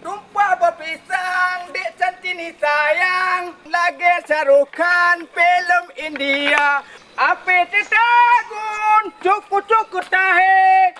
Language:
Achinese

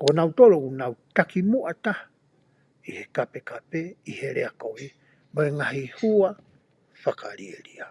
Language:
Tongan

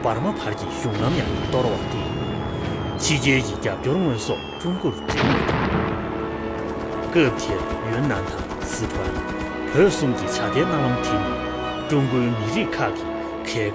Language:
Tibetan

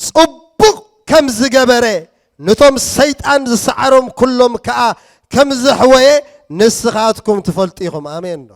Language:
Tigrinya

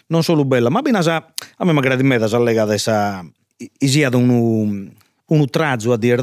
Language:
Sardinian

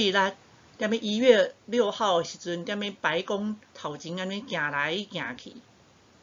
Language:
Min Nan Chinese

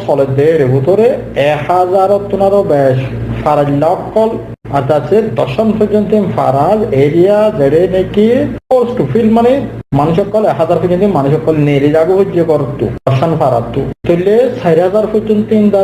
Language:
Rohingya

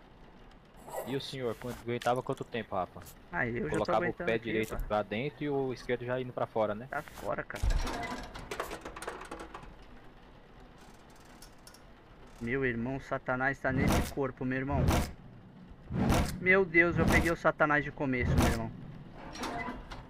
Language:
Portuguese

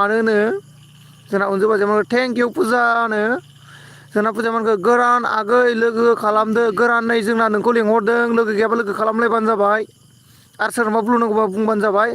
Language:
Bodo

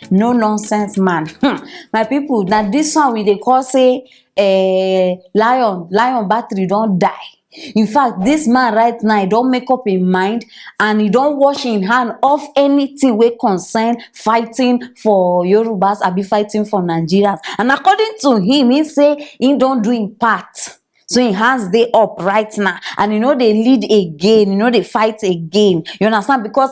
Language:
Nigerian Pidgin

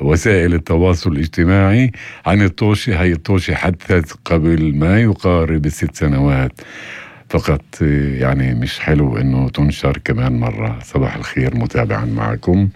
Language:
North Levantine Arabic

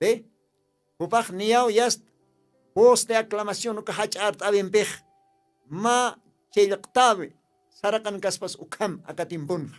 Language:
Aymara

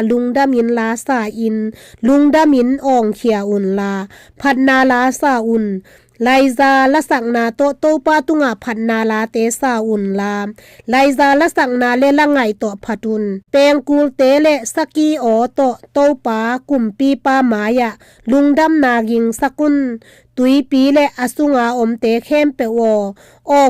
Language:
Tedim Chin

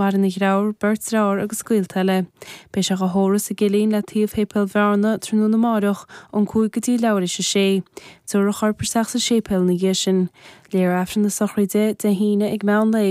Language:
Irish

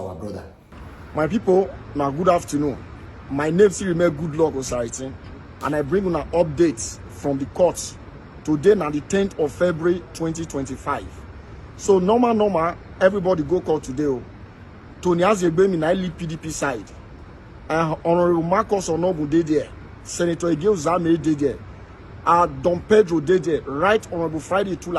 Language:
Nigerian Pidgin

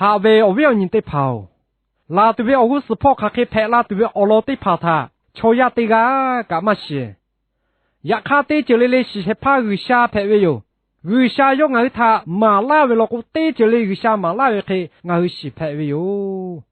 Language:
Lahu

